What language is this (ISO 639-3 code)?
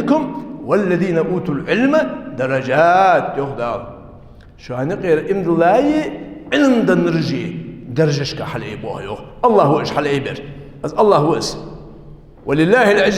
inh